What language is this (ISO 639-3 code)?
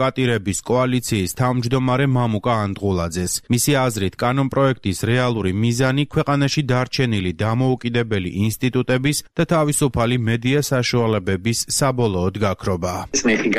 kat